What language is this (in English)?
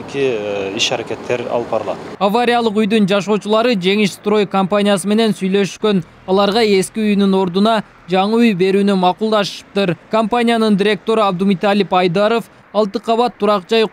Kyrgyz